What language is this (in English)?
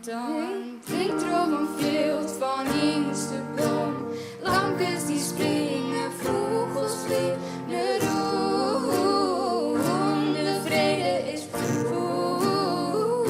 Western Frisian